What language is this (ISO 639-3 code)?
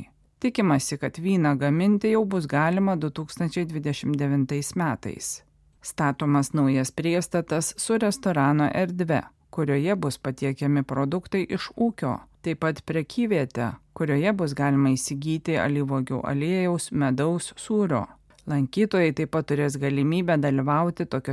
lit